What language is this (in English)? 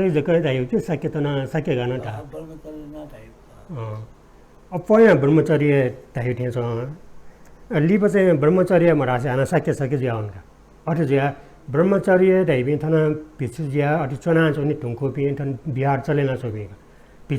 Newari